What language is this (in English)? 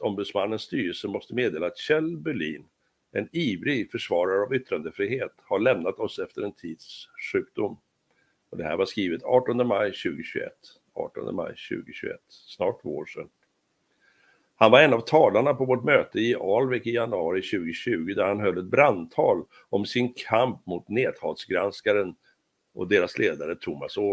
Swedish